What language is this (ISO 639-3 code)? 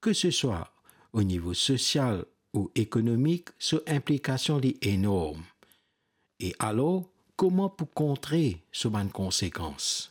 mfe